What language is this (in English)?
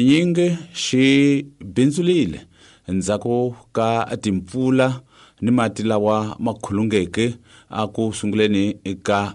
Tsonga